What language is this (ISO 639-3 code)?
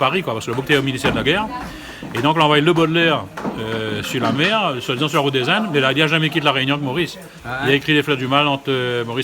rcf